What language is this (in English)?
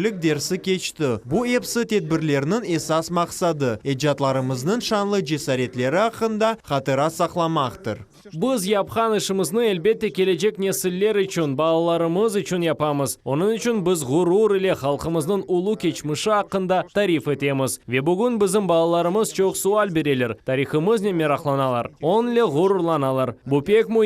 Crimean Tatar